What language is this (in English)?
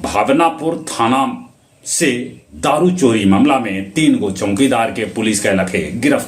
Magahi